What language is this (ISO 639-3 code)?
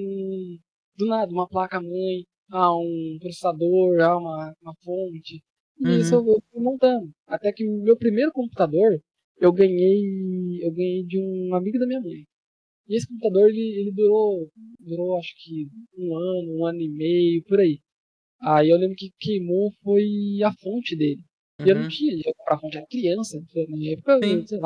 por